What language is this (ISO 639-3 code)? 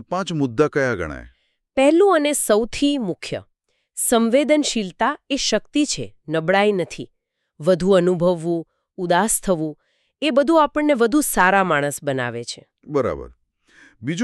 guj